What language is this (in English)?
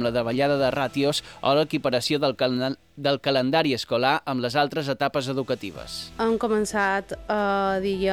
Catalan